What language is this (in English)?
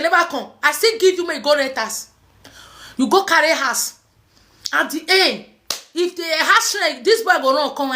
Nigerian Pidgin